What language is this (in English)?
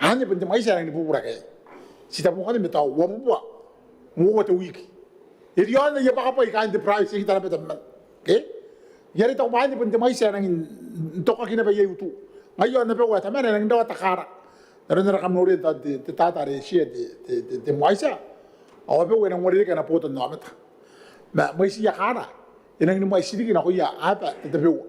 Gilbertese